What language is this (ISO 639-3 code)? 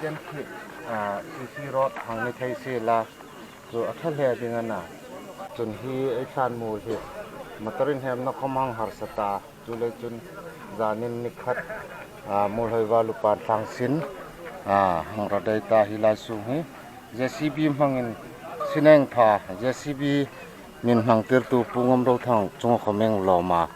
hmr